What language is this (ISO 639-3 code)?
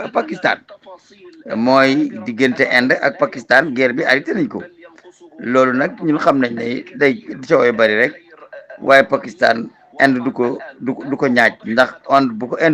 wol